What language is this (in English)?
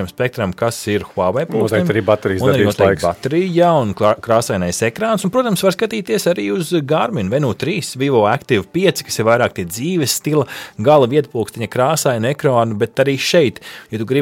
Latvian